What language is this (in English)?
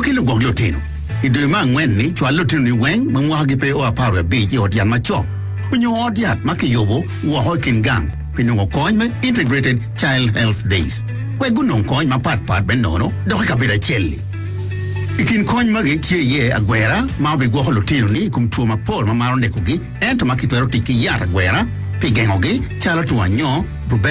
Acoli